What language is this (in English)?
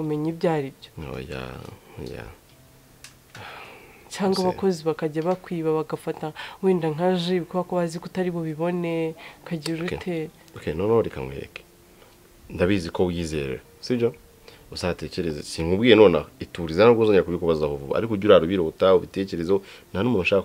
Kinyarwanda